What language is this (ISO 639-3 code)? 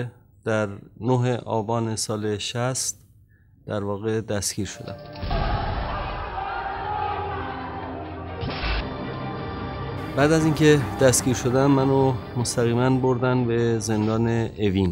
fas